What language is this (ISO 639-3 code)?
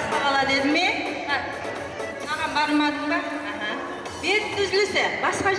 kaa